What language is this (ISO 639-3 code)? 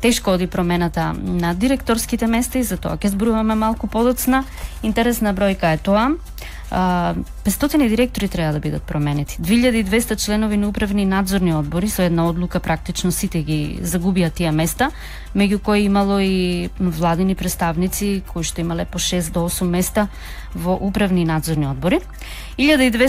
mkd